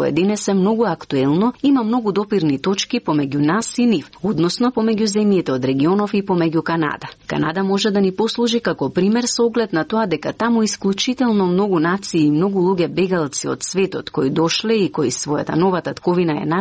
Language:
Macedonian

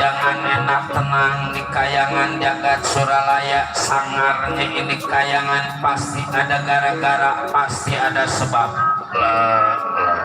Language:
Betawi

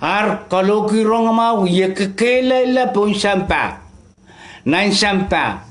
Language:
Pohnpeian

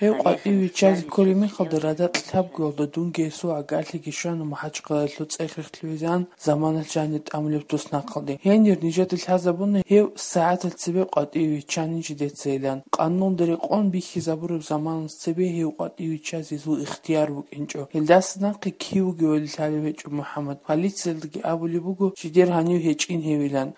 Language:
Avaric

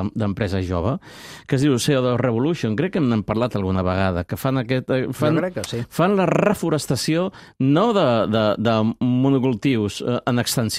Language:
Catalan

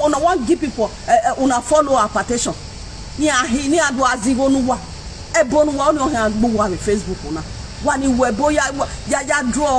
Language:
Nigerian Pidgin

